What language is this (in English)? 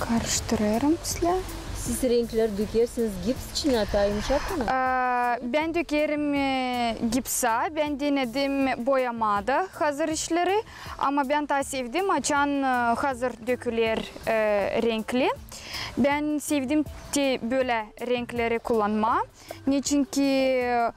Gagauz